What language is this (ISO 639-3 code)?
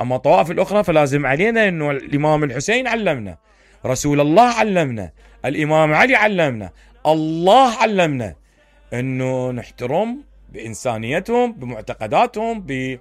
acm